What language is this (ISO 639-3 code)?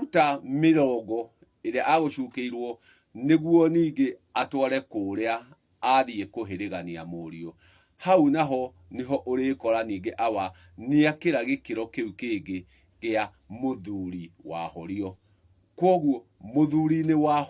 kik